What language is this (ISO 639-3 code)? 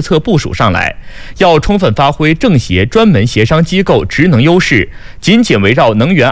zho